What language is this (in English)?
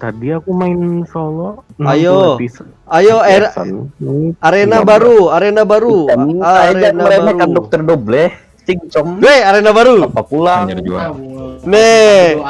Banjar